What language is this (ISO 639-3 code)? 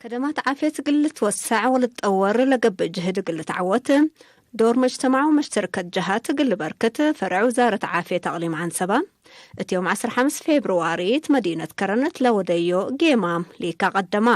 tig